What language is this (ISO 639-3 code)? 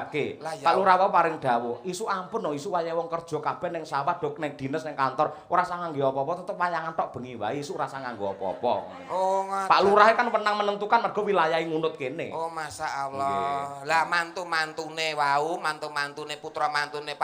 jav